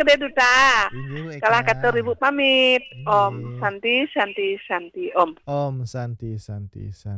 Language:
Balinese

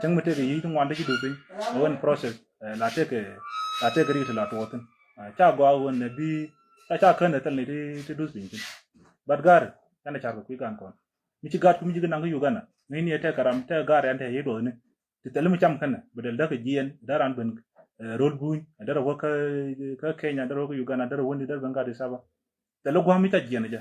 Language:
Nuer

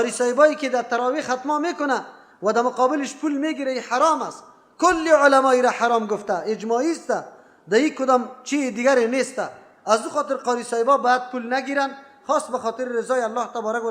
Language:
Persian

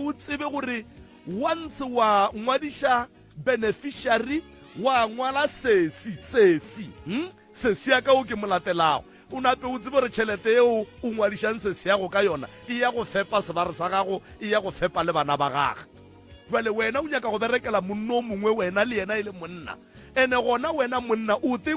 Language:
Northern Sotho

